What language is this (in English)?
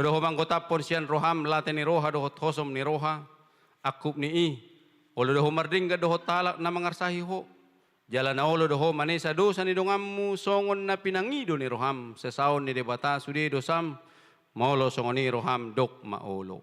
Batak Toba